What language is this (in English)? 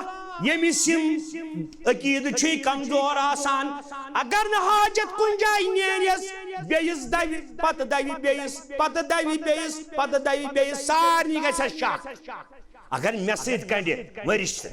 Kashmiri